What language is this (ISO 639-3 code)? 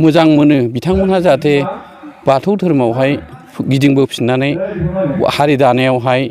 brx